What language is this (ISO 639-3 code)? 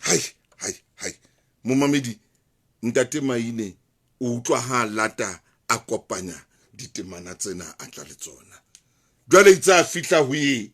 sot